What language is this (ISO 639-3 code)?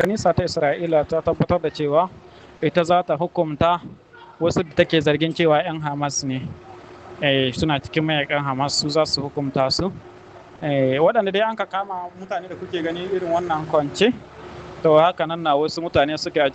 hau